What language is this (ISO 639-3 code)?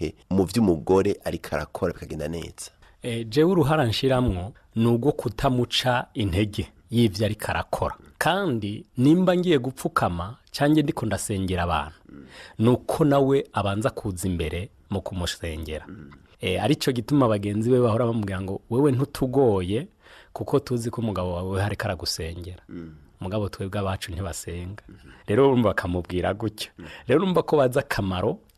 run